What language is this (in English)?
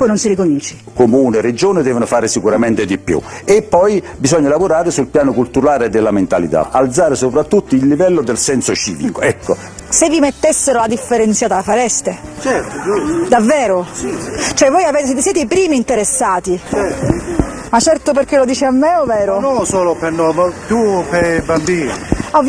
Italian